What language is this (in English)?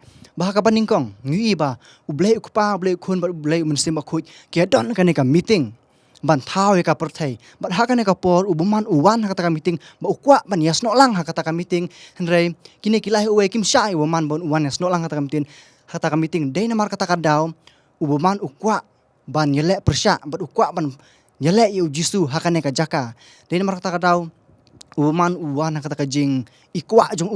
Khasi